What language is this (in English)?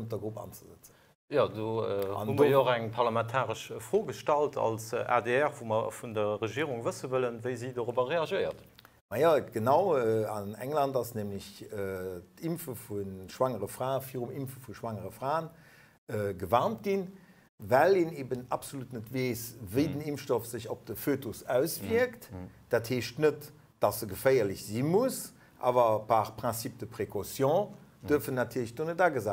Luxembourgish